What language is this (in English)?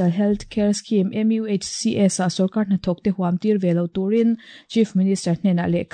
Mizo